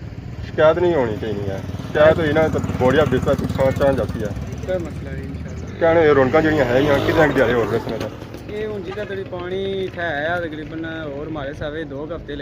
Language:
Pahari-Potwari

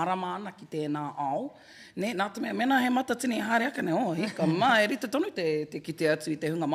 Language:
Māori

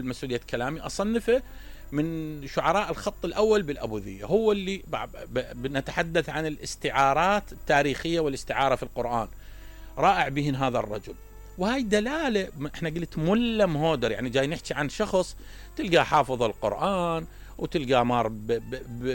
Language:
Mesopotamian Arabic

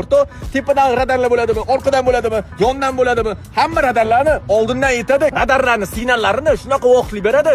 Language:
Uzbek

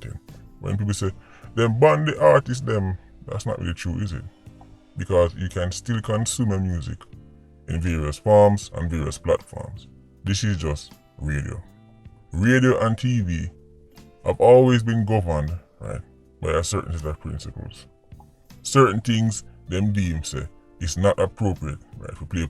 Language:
Jamaican Creole English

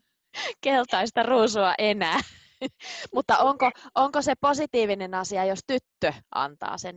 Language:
Finnish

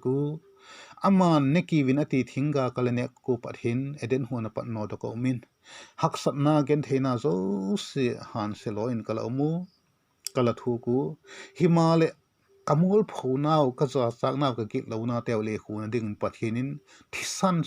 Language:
Vaiphei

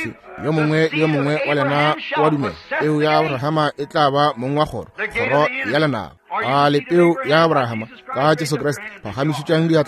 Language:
Northern Sotho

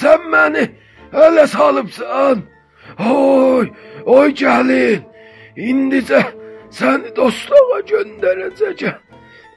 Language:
South Azerbaijani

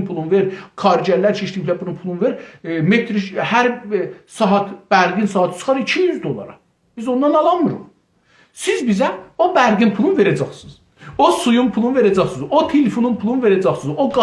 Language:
South Azerbaijani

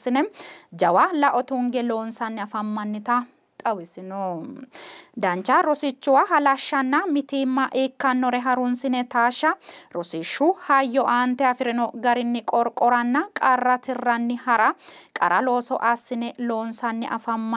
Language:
Sidamo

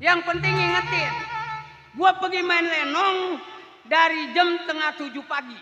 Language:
Betawi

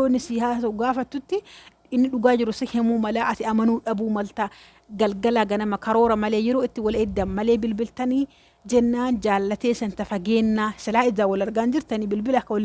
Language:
Oromo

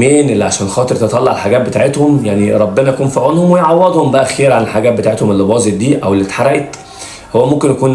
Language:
Egyptian Arabic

